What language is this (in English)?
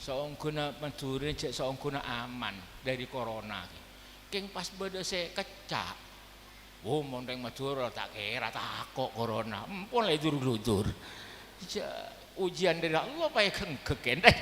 Madurese